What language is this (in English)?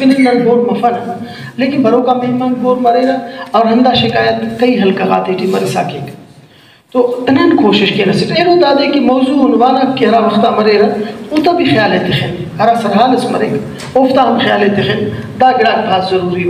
Brahui